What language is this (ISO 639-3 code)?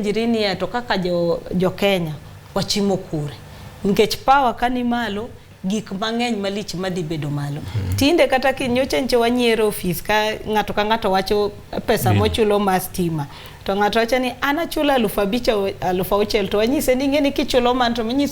luo